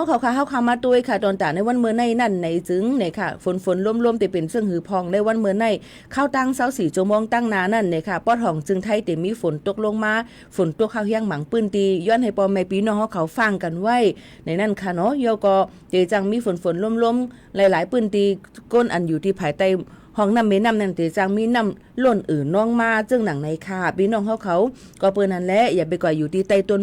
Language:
Shan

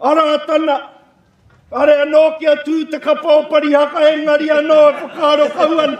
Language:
Māori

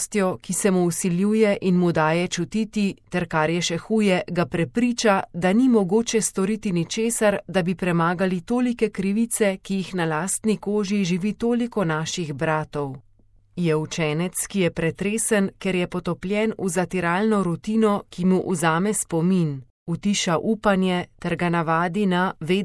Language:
Slovenian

